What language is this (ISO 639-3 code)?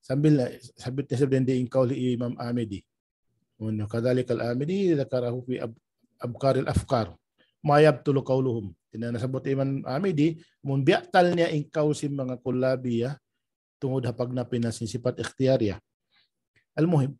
tsg